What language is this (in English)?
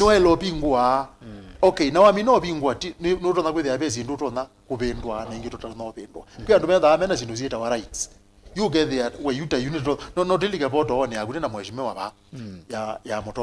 Kamba